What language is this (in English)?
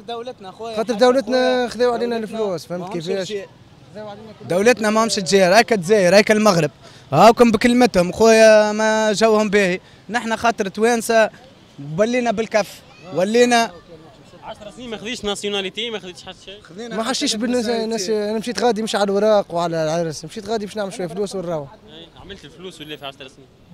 Tunisian Arabic